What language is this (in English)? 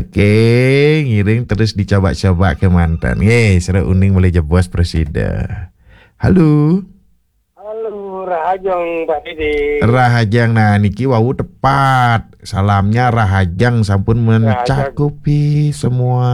Balinese